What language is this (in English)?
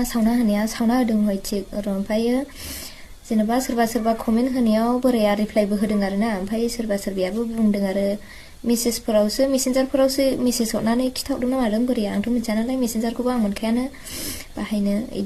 Bodo